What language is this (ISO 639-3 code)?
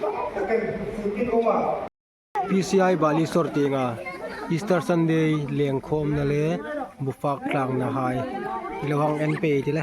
hmr